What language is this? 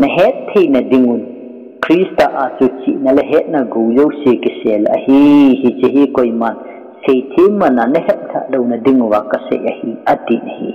Thado Chin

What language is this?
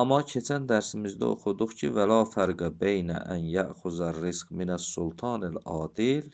Azerbaijani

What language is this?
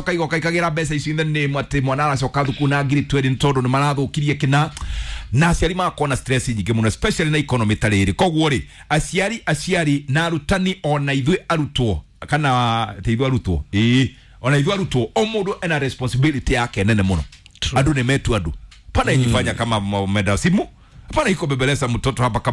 Kikuyu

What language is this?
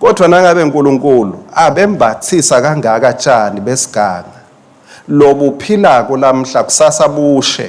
Swati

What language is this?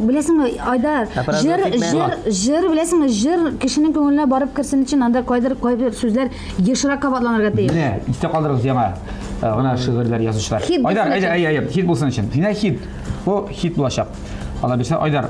Tatar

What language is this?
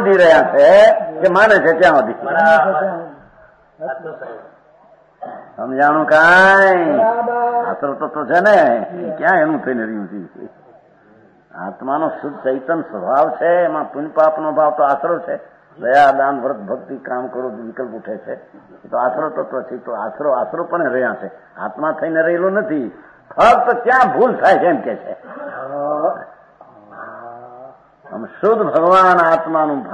Gujarati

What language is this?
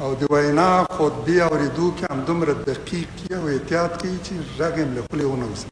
Pashto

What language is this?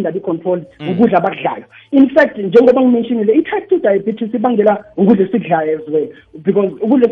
South Ndebele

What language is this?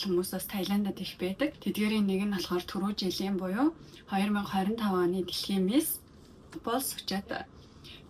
Mongolian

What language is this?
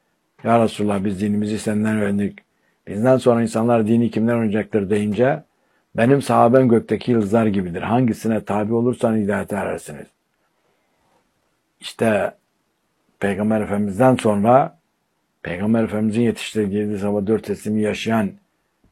Turkish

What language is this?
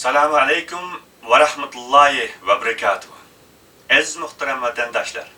Uyghur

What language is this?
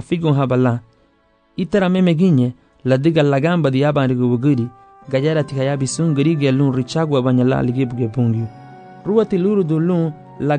Garifuna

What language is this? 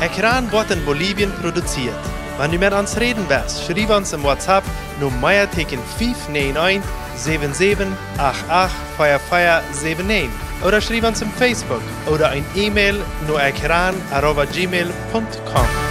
Plautdietsch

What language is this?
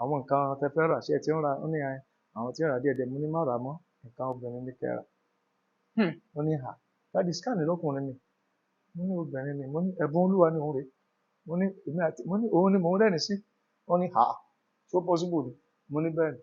Yoruba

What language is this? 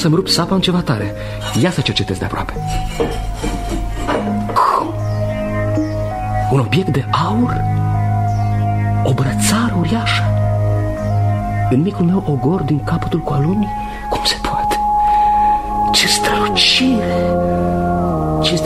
Romanian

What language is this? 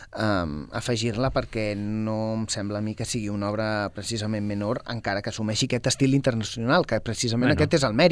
Catalan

